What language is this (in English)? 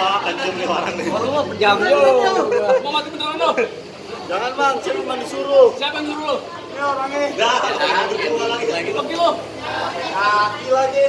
Betawi